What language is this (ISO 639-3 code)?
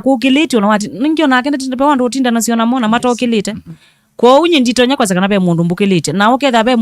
kam